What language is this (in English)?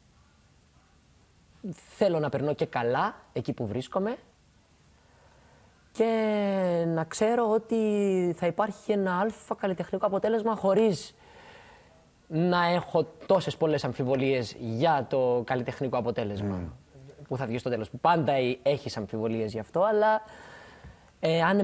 Greek